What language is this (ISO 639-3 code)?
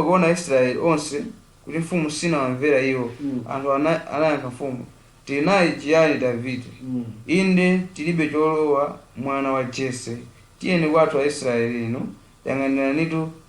nya